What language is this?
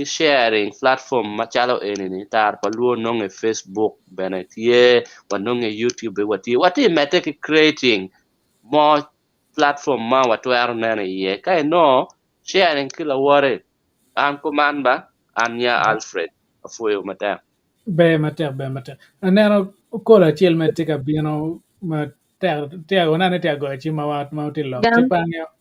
Acoli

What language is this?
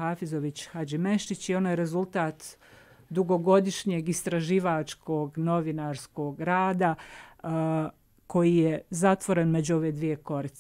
Bosnian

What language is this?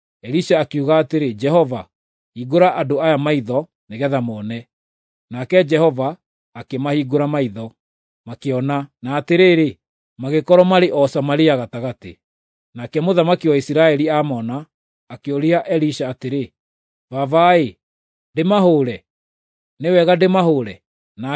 Kikuyu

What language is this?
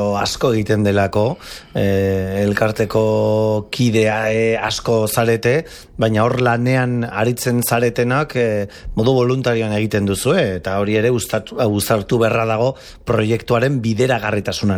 Basque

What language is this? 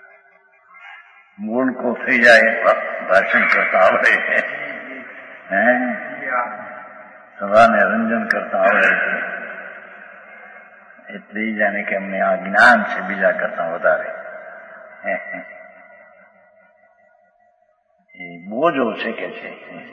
Gujarati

